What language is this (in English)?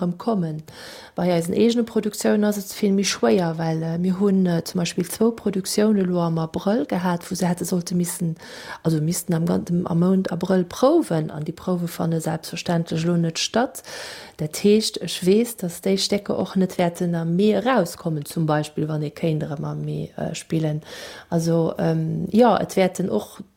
Luxembourgish